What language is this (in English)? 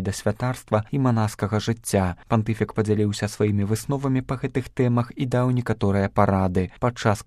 Belarusian